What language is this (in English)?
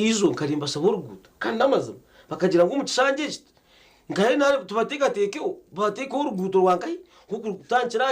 Nyankole